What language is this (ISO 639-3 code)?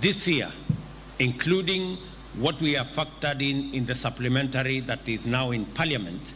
luo